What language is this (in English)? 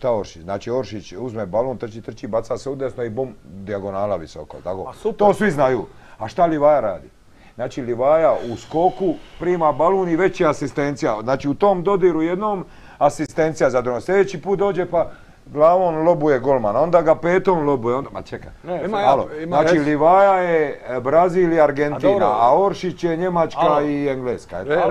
Croatian